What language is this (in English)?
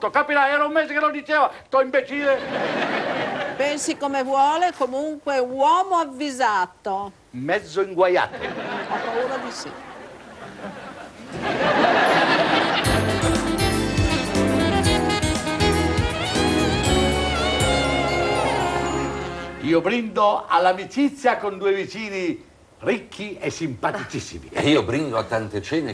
Italian